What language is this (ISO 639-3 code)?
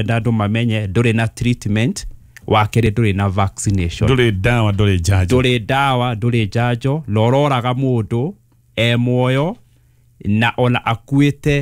kik